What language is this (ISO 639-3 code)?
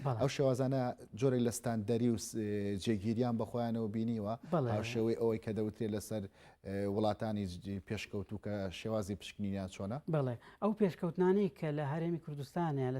ckb